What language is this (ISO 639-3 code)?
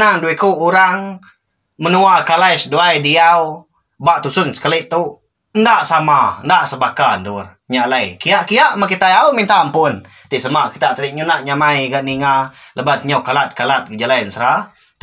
iba